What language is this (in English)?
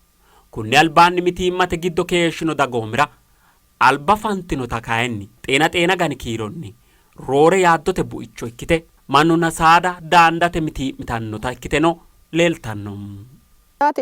Sidamo